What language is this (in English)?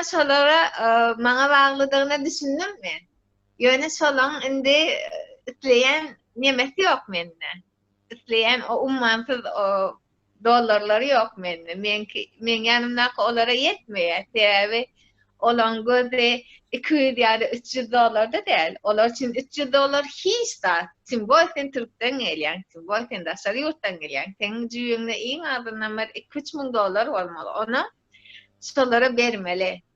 Turkmen